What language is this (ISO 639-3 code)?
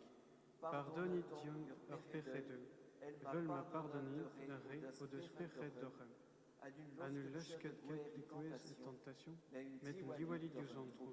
bre